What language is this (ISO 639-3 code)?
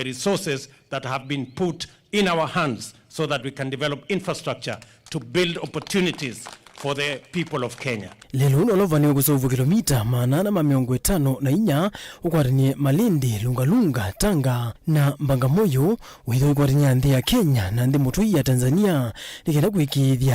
kam